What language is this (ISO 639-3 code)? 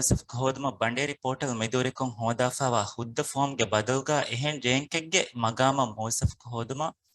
div